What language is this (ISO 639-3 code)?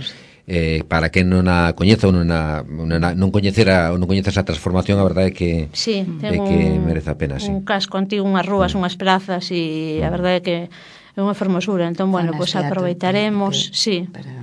glg